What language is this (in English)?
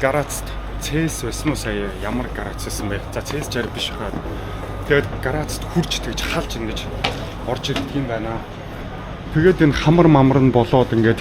Mongolian